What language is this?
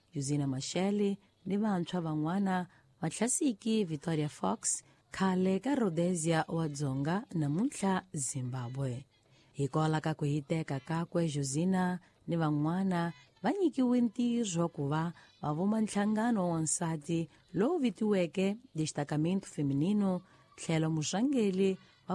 Tsonga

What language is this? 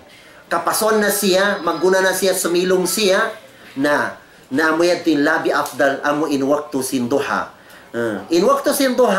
Tausug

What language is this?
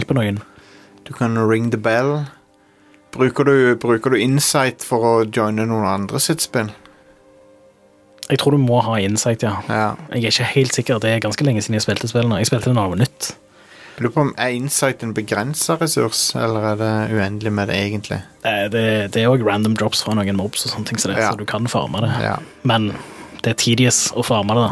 Norwegian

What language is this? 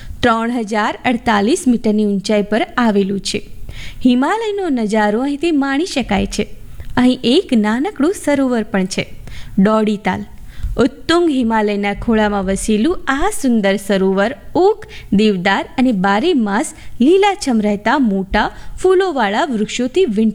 Gujarati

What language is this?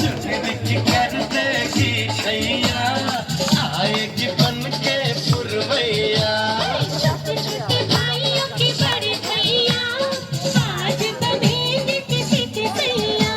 Maithili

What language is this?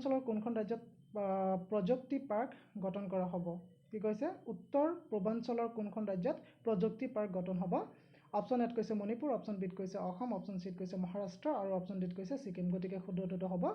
Assamese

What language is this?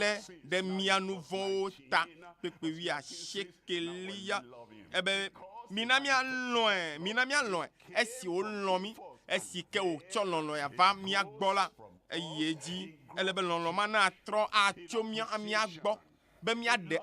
Ewe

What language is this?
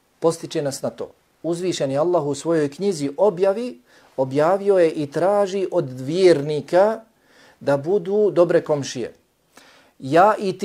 Bosnian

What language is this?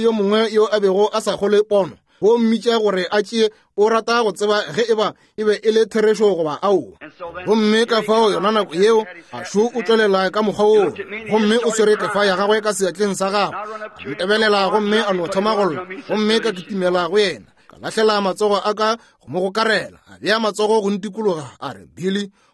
Northern Sotho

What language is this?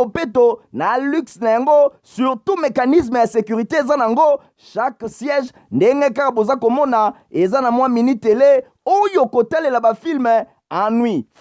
Lingala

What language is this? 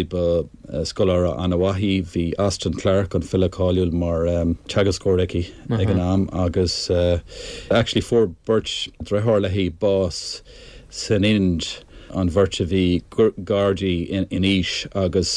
Irish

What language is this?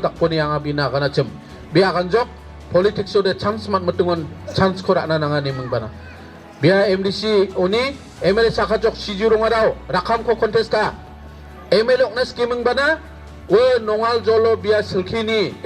Garo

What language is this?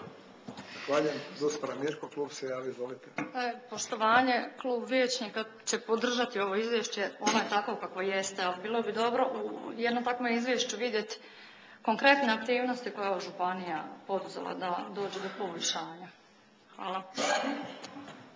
Croatian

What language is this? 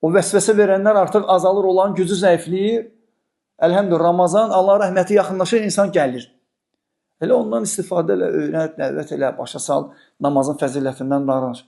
Azerbaijani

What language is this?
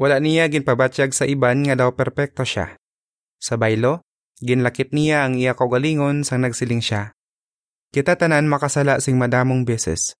Hiligaynon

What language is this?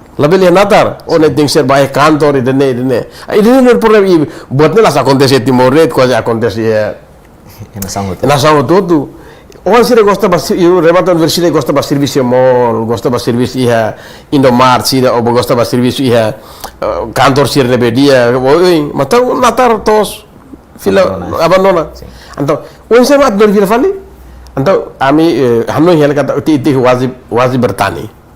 Tetum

